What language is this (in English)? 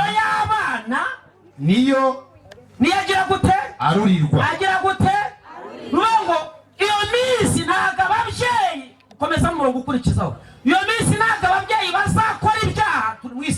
Kinyarwanda